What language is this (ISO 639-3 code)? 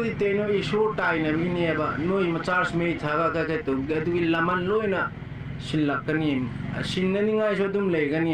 mni